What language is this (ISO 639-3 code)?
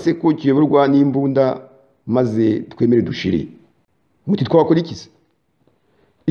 kin